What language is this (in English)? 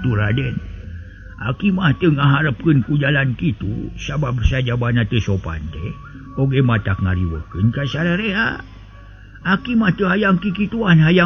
Sundanese